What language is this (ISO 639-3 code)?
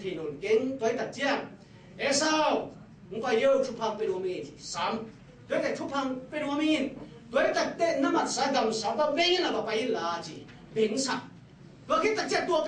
ctd